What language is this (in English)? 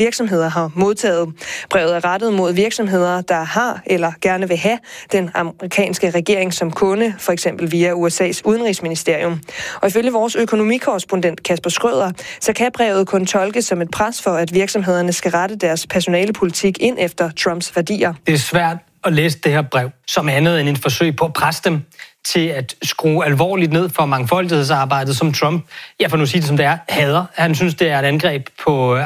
Danish